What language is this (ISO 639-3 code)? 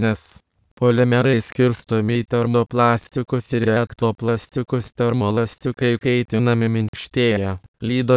lit